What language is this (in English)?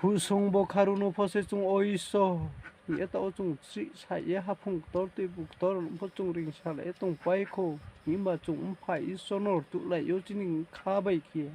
Riang (India)